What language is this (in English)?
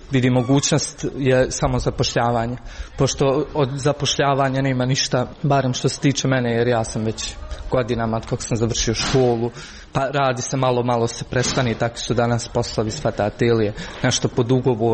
Croatian